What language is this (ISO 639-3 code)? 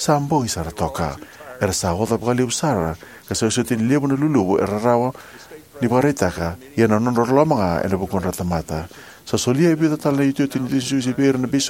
fij